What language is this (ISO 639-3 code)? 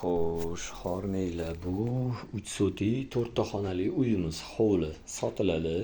uzb